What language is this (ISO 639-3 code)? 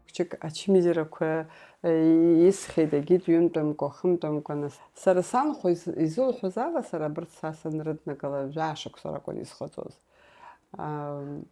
abk